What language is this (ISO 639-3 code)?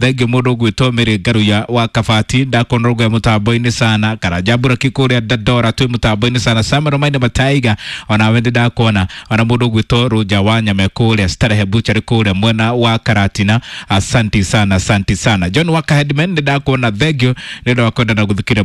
kik